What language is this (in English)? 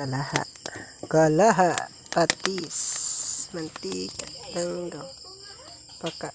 Cebuano